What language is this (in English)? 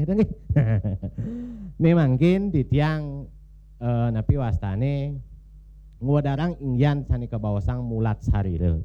Balinese